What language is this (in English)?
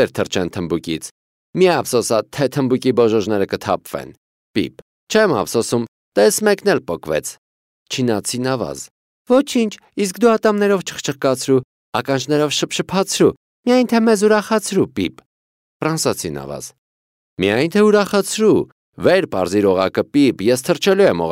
Armenian